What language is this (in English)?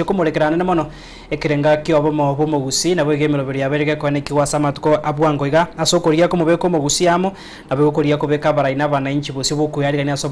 Gusii